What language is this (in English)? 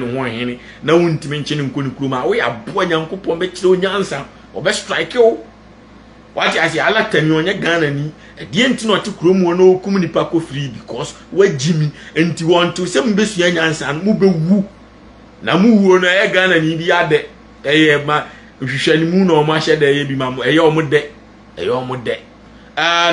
Akan